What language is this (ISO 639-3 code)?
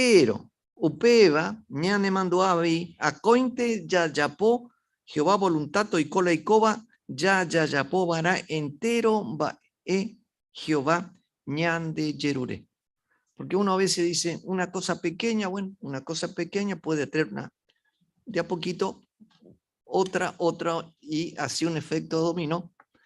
grn